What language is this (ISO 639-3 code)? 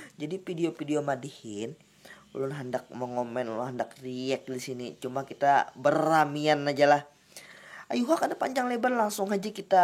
bjn